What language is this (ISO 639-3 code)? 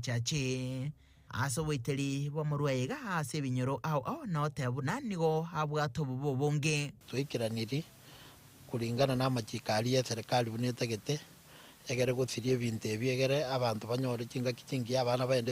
guz